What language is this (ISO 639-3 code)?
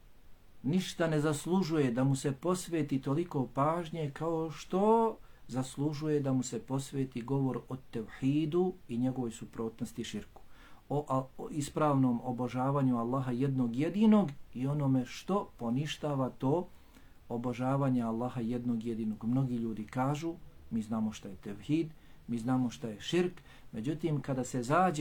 bos